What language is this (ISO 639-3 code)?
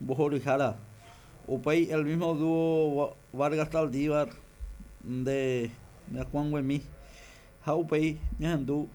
grn